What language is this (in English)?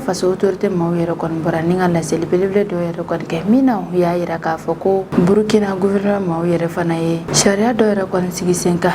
Bambara